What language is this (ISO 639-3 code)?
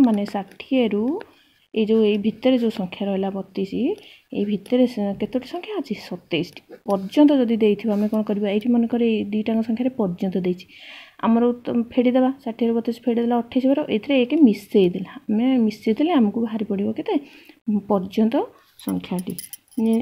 ori